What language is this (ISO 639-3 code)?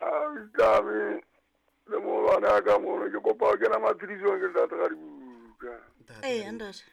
sot